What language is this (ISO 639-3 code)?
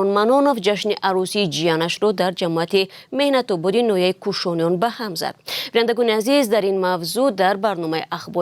tgk